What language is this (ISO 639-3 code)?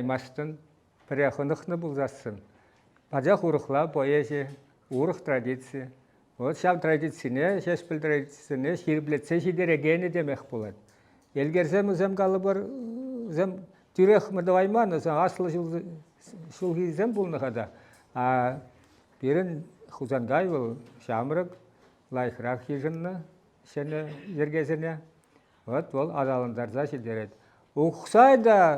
chv